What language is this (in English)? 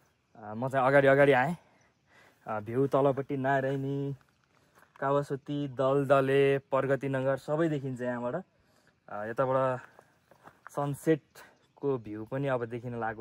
Nepali